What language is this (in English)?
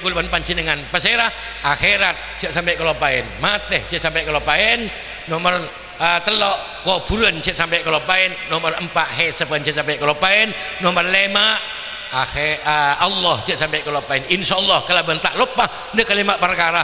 Madurese